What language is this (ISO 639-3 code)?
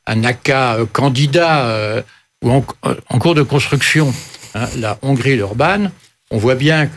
fra